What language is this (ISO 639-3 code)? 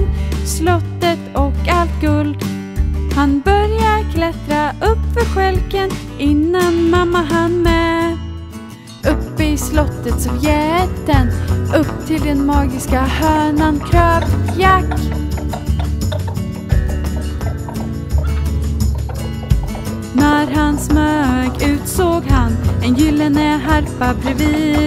swe